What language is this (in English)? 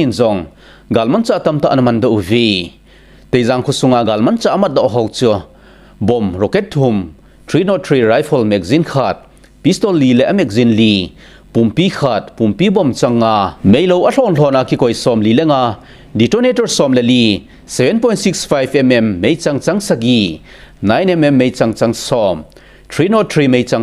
Thado Chin